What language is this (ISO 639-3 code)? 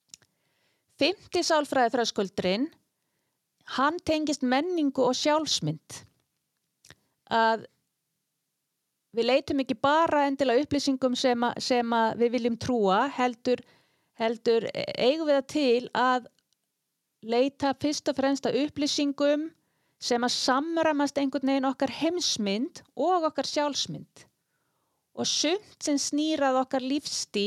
isl